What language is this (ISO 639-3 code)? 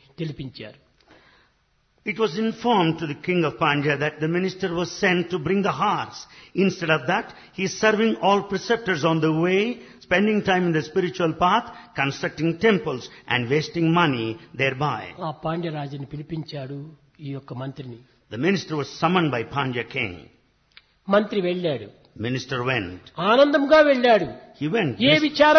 tel